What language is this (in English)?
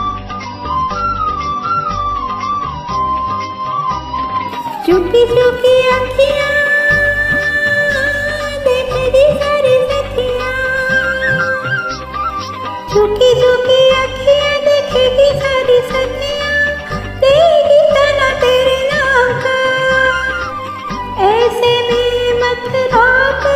Hindi